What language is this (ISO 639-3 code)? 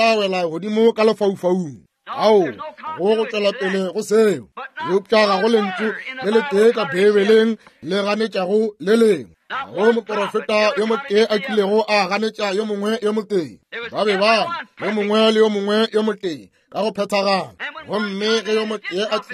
nso